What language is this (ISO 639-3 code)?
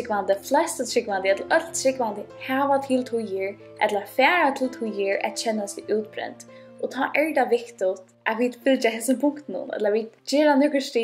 fao